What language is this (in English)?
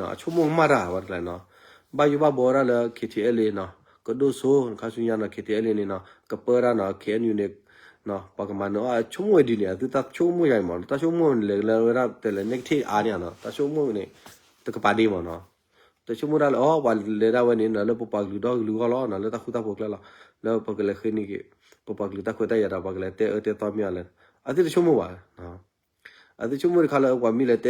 S'gaw Karen